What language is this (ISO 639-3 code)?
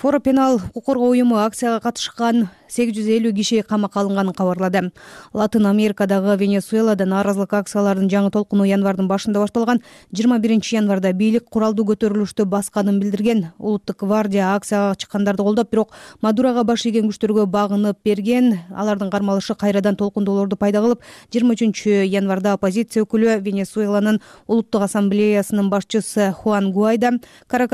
kir